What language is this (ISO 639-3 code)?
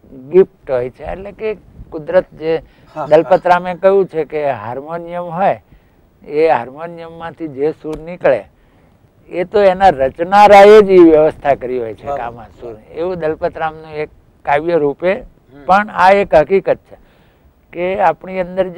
guj